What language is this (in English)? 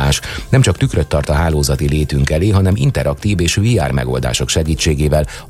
Hungarian